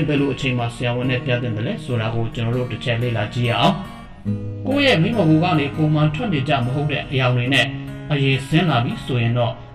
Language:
Burmese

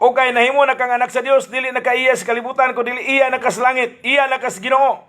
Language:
Cebuano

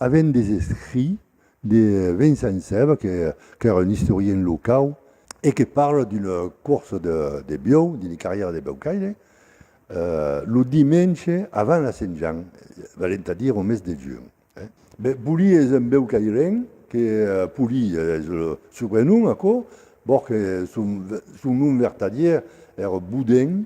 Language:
Occitan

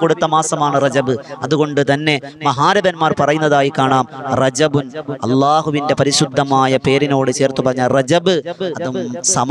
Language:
Malayalam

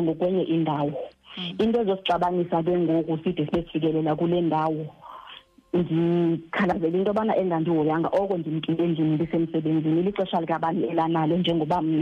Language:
Xhosa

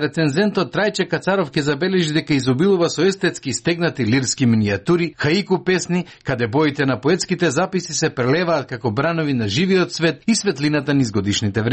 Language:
Macedonian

